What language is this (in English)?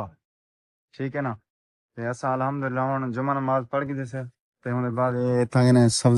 Saraiki